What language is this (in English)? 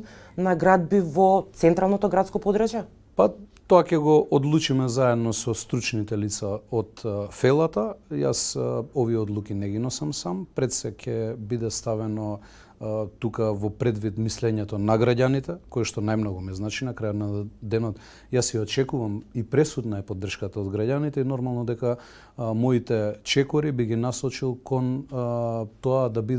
Macedonian